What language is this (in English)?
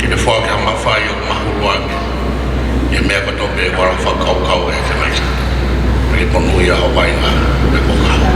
Tongan